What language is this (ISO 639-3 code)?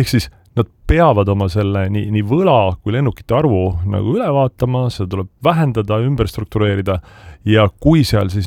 est